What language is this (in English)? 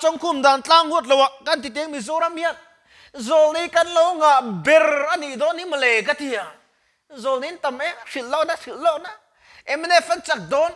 Mizo